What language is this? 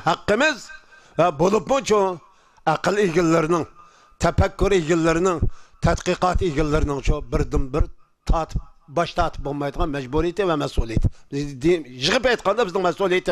Uyghur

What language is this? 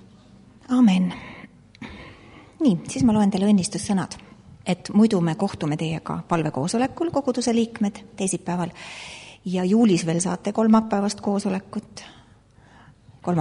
Estonian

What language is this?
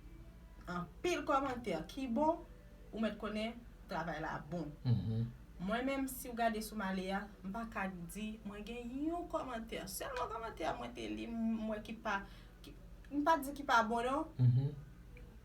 Haitian Creole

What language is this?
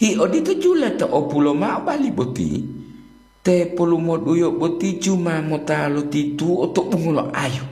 Gorontalo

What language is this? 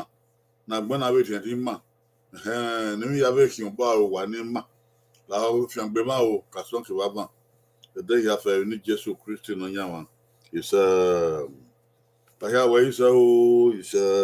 Bini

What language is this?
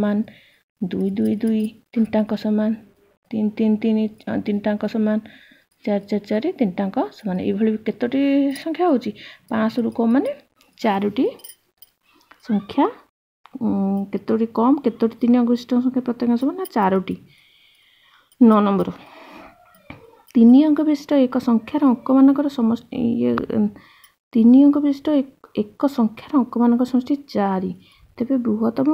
Odia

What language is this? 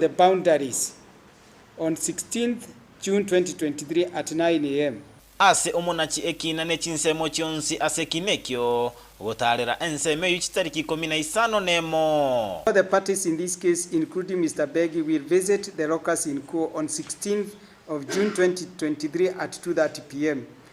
Gusii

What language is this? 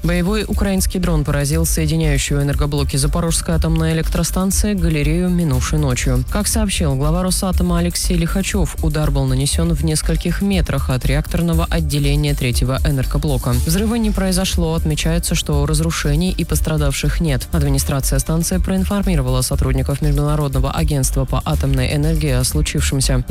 Russian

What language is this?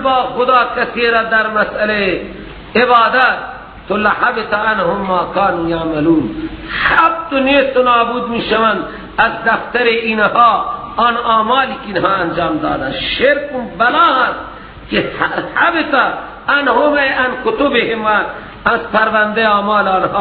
Persian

